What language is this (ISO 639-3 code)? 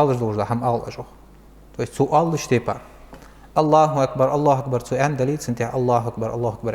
inh